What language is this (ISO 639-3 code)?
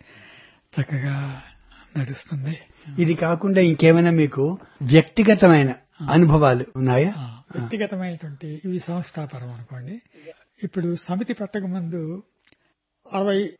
tel